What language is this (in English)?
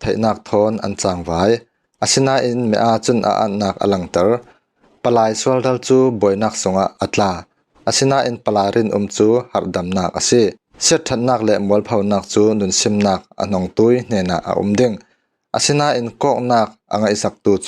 Falam Chin